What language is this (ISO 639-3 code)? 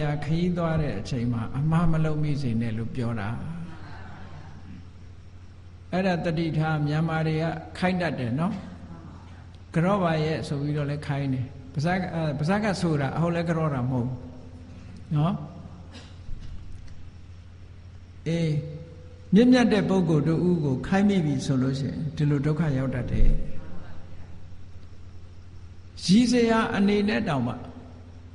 mya